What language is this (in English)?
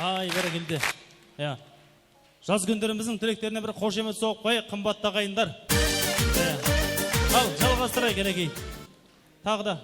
Kara-Kalpak